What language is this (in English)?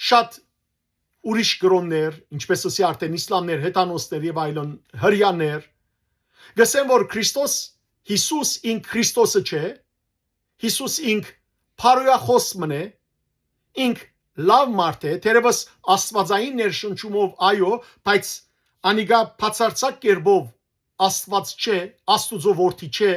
Western Armenian